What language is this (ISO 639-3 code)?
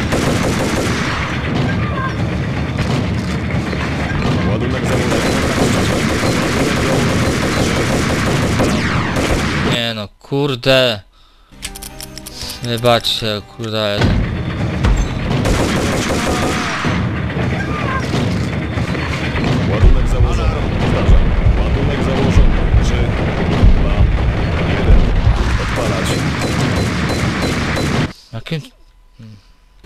pol